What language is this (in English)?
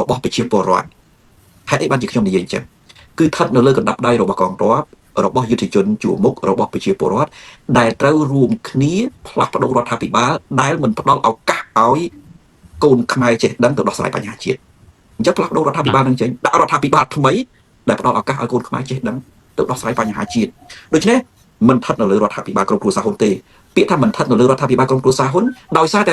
Khmer